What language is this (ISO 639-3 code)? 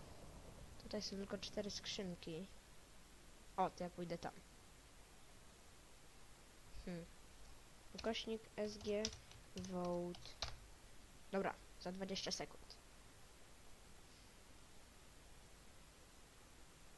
pol